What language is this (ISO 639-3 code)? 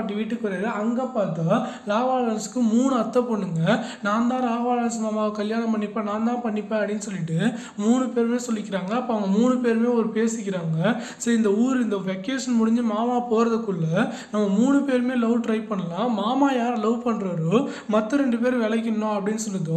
tam